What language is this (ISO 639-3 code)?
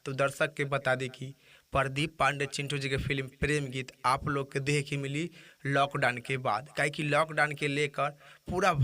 bho